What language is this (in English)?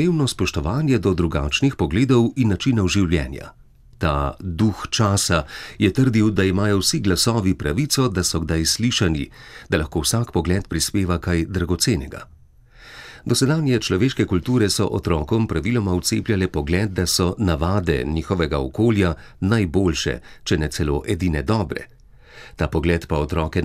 Slovenian